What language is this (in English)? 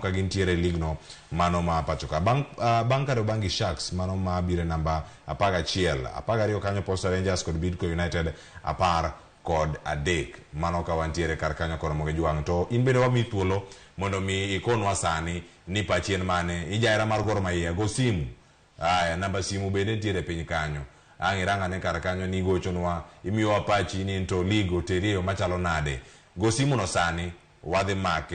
Luo (Kenya and Tanzania)